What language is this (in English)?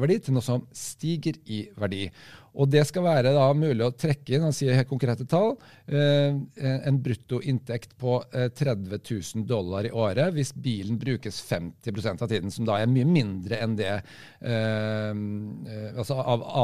Norwegian